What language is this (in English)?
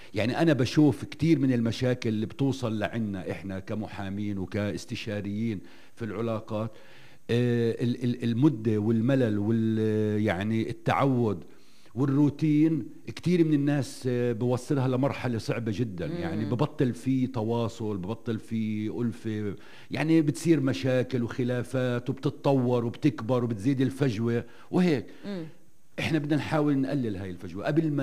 North Levantine Arabic